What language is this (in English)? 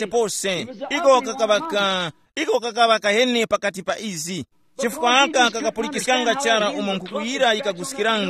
Tumbuka